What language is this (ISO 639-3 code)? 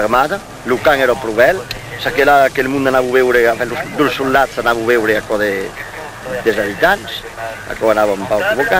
oci